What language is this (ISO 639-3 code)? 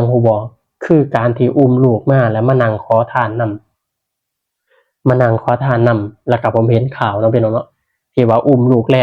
tts